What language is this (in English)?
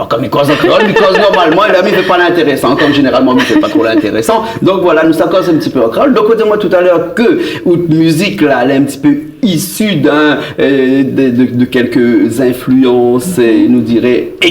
Réunion Creole French